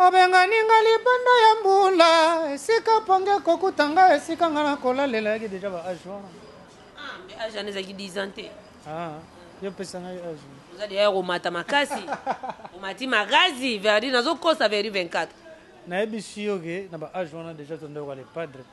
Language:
Lingala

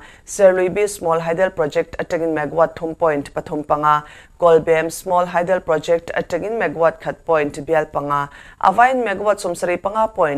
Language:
Mizo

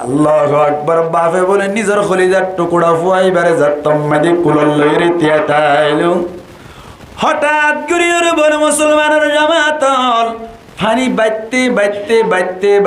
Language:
Rohingya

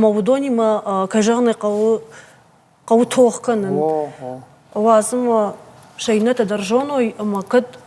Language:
Ossetic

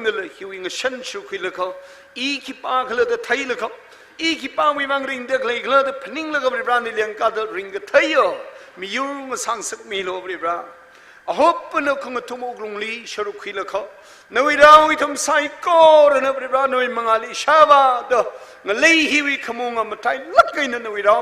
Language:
Tangkhul Naga (India)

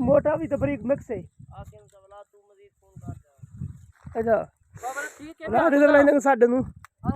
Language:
Saraiki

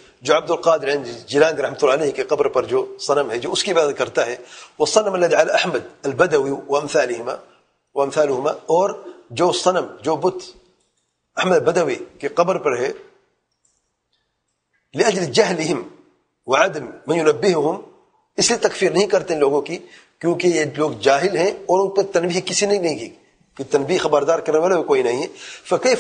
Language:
Urdu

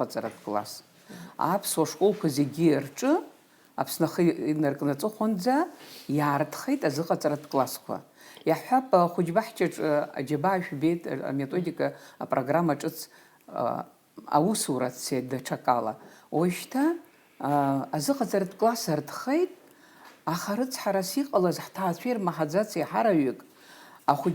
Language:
Abkhazian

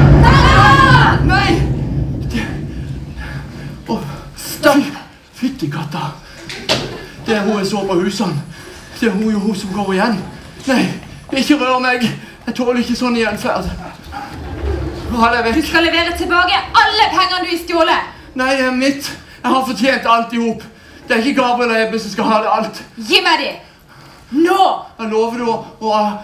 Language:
Norwegian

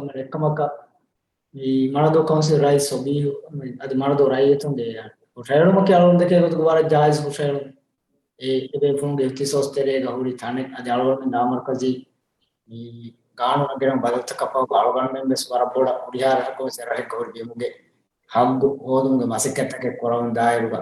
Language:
Divehi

